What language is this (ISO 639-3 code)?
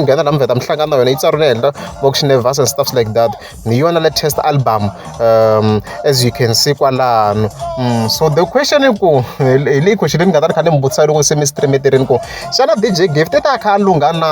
tso